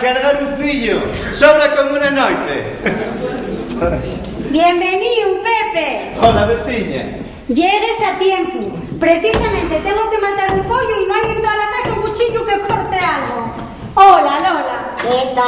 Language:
Asturian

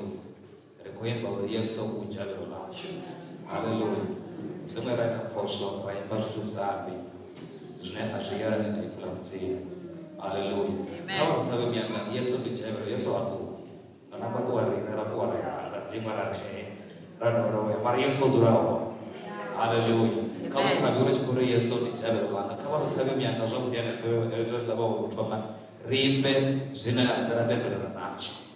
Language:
Venda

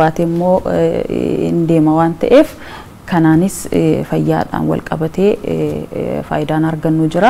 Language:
Oromo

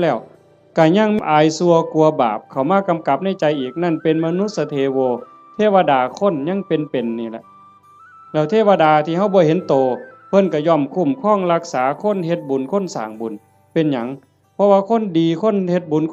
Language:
Northeastern Thai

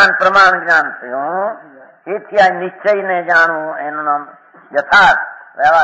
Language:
Gujarati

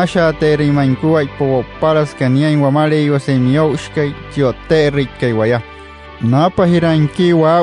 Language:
Wayuu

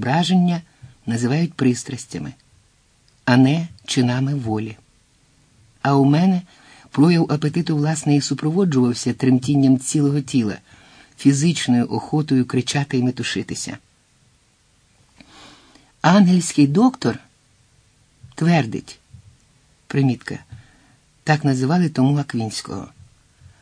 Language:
Ukrainian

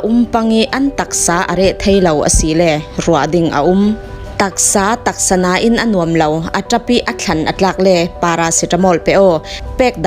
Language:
Falam Chin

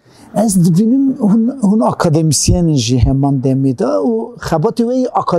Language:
Kurdish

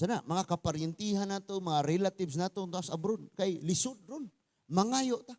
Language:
Cebuano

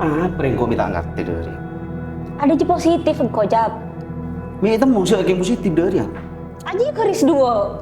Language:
Madurese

